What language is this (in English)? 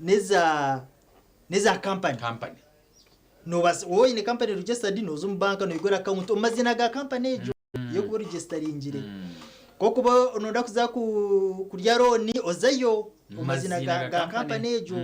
Nyankole